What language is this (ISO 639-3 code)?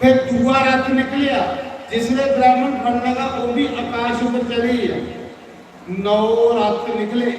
doi